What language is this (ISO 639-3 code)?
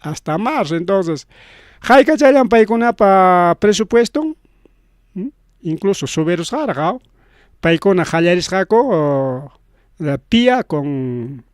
quy